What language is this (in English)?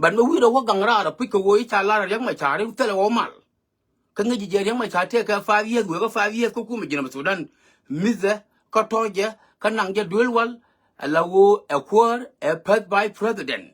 Nuer